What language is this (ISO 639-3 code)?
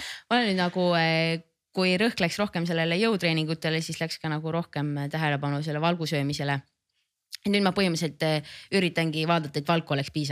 est